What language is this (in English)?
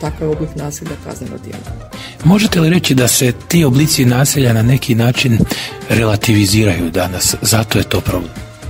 Croatian